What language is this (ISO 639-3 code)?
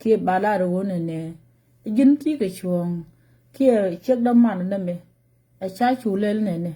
nus